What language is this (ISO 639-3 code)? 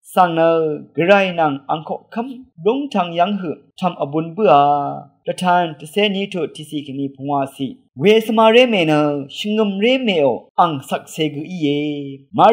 raw